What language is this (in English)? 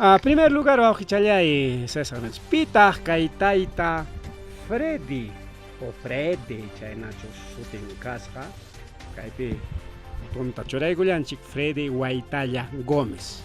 Ayacucho Quechua